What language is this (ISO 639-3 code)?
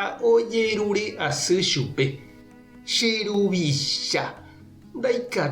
grn